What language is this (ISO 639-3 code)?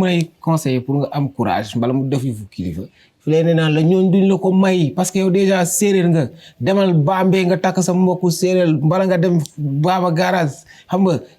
ful